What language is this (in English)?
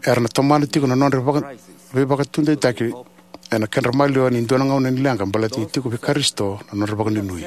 Fijian